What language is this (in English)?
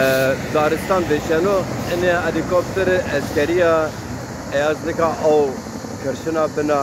Zaza